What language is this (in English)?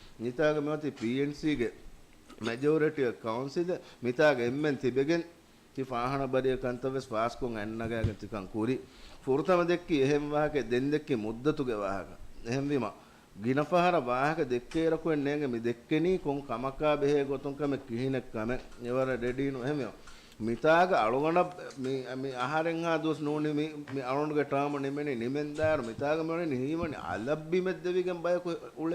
Divehi